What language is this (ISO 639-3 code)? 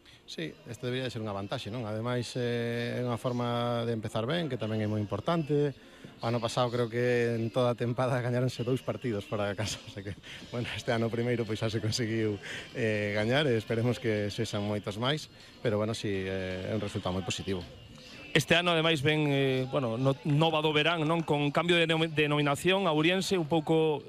glg